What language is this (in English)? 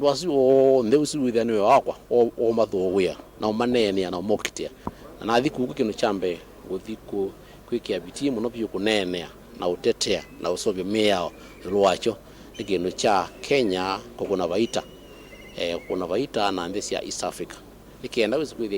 Kamba